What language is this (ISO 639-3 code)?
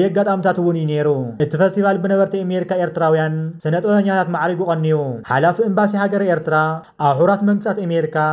tir